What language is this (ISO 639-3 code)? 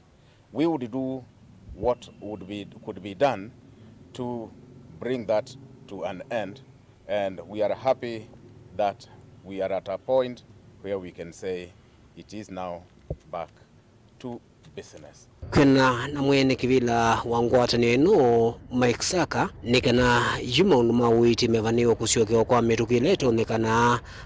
kam